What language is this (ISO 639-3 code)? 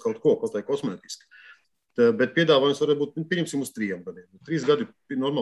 lav